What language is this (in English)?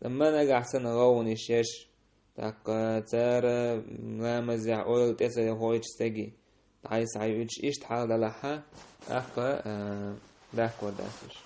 Chechen